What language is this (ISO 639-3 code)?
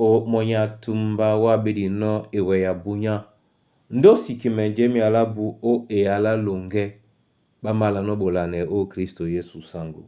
dua